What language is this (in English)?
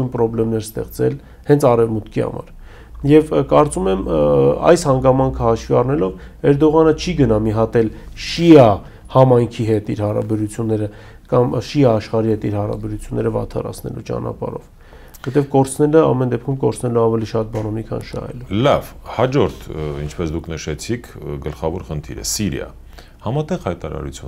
Armenian